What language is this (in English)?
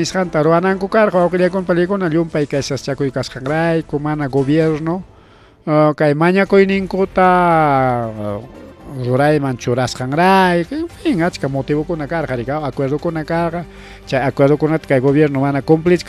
Ayacucho Quechua